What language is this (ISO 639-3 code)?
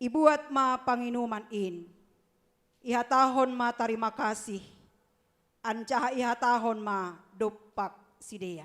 bts